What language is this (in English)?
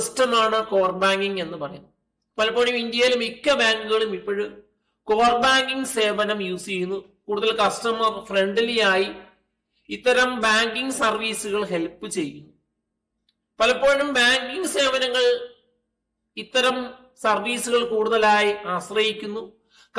Malayalam